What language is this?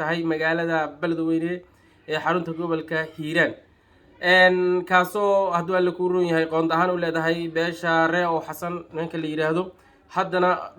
Somali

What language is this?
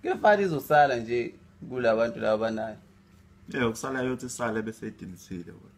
Zulu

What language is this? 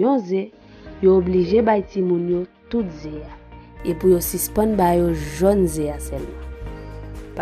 Haitian Creole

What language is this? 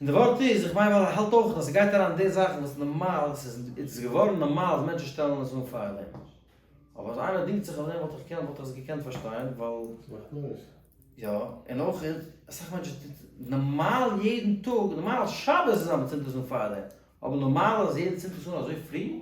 Yiddish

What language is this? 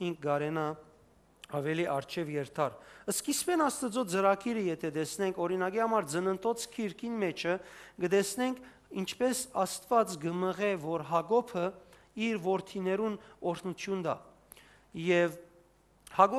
Western Armenian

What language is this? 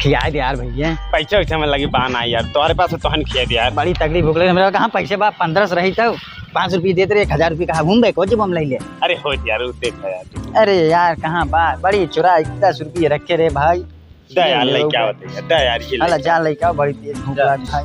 Awadhi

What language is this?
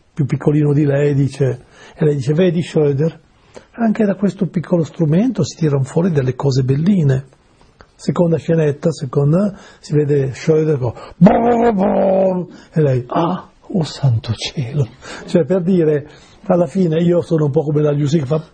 Italian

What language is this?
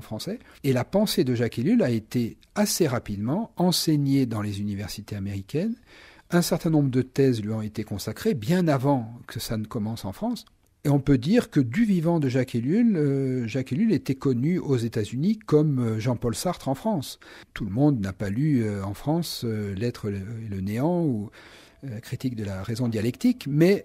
French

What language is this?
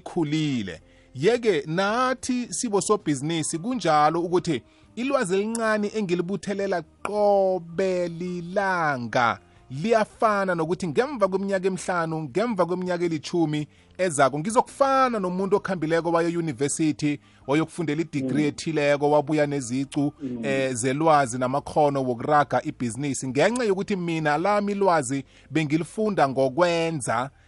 South Ndebele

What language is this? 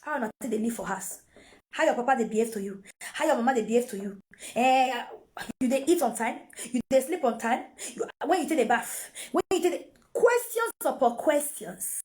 Nigerian Pidgin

